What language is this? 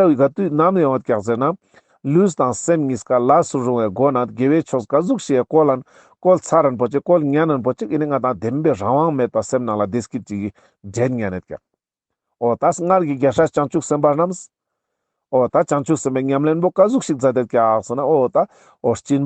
Ladakhi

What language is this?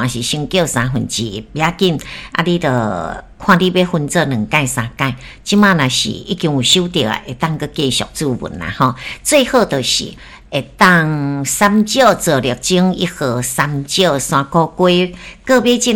Min Nan Chinese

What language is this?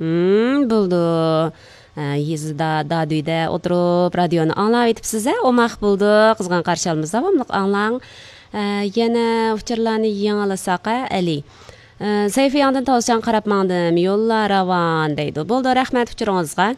Uyghur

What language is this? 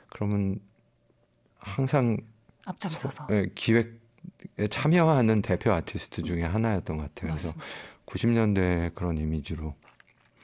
Korean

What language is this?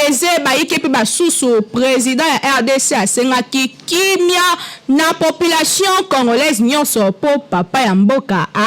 Lingala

